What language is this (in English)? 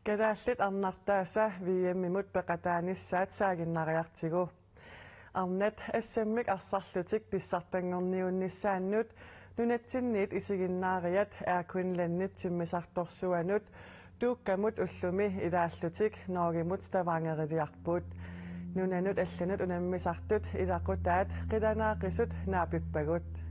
Kalaallisut